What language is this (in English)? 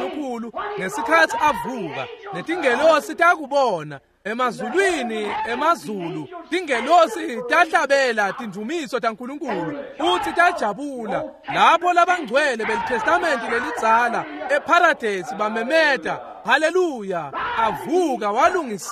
Swati